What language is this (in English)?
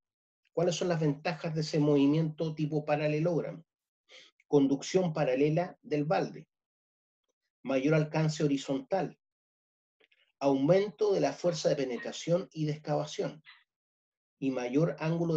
Spanish